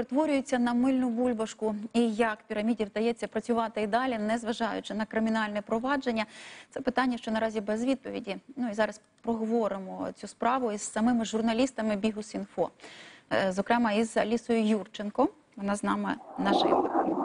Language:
Ukrainian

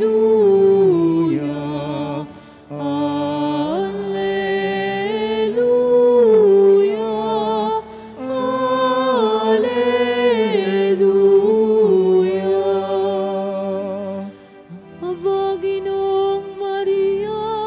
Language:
Filipino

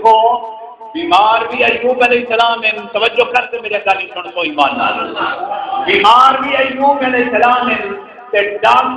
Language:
Saraiki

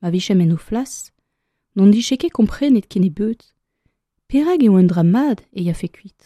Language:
Breton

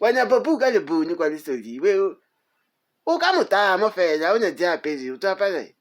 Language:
Northern Sotho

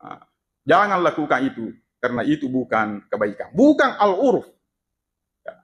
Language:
Buginese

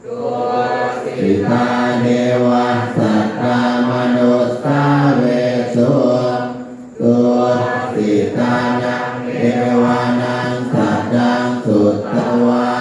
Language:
Pali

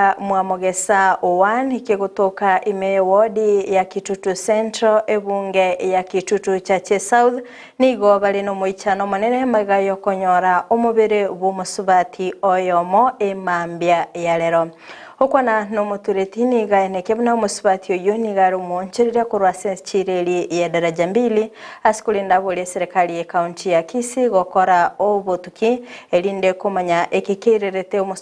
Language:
Gusii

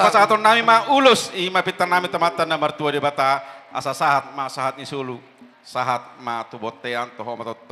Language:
Batak Toba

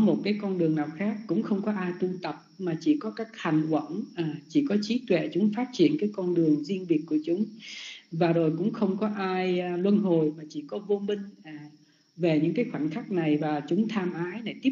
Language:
Vietnamese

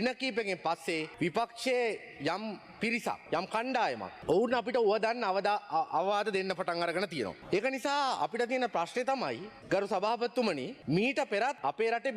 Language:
Sinhala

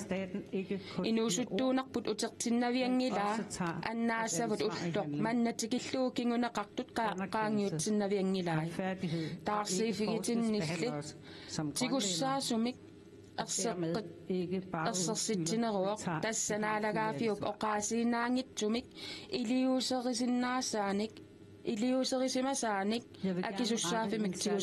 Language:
Kalaallisut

